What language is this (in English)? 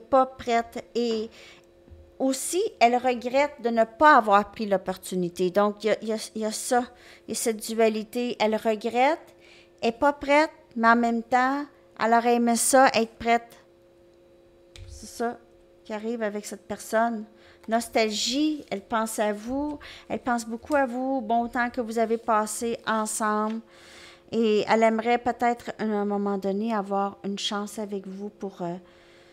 French